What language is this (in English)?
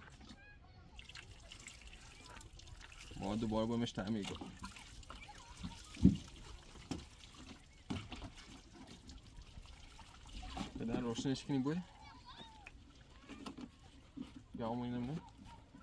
Persian